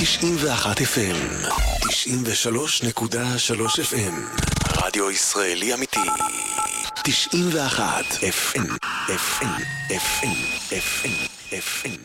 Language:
Hebrew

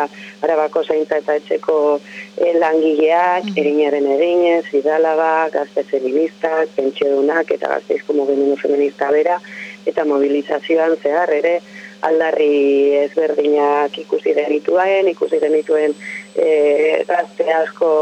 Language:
Basque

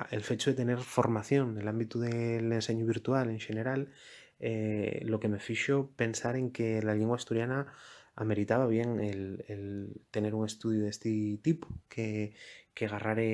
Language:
Asturian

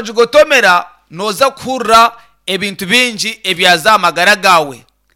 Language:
Nyankole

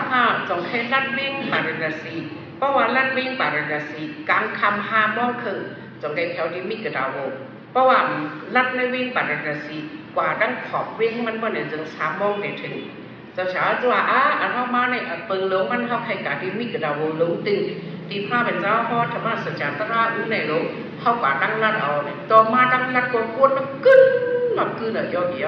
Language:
Shan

